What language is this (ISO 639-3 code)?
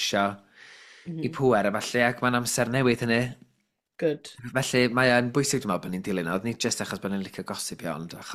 cym